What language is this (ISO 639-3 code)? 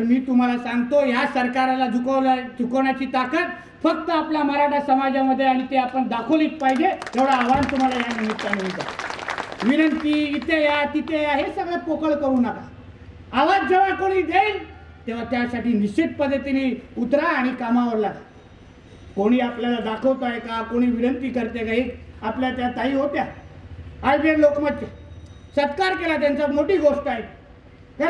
mar